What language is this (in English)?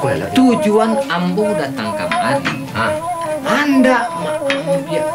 Minangkabau